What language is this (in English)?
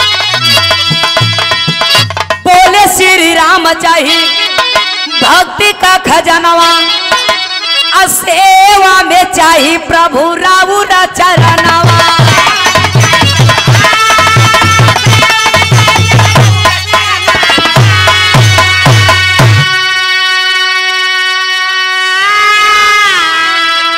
Bhojpuri